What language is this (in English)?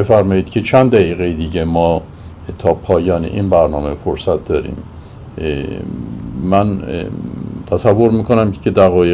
Persian